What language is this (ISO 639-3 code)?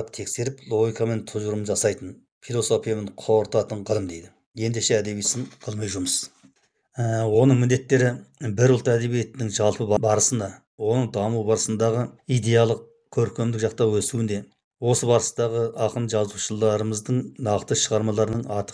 kaz